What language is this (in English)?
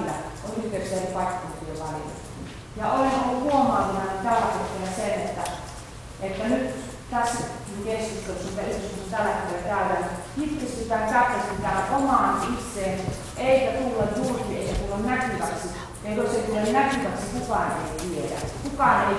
Finnish